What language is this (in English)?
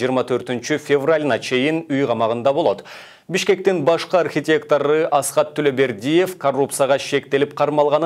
Kyrgyz